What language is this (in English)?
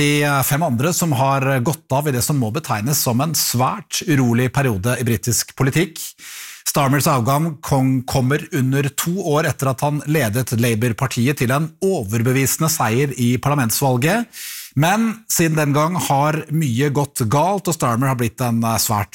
Norwegian